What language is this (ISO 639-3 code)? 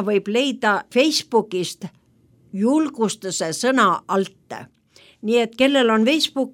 est